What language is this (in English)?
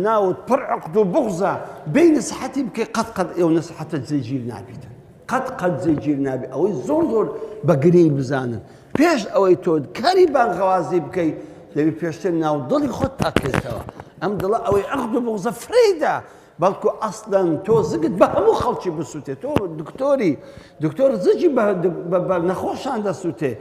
Central Kurdish